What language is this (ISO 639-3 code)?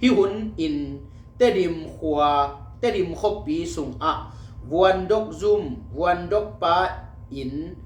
ctd